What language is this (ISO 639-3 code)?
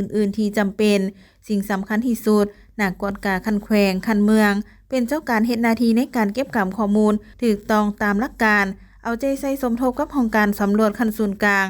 lao